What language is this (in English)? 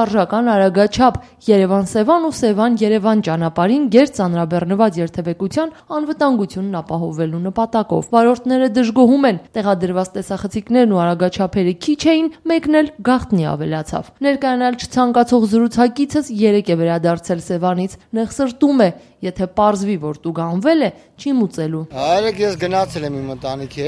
Armenian